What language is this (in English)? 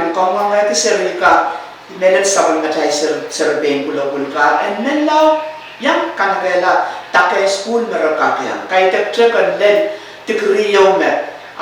Pohnpeian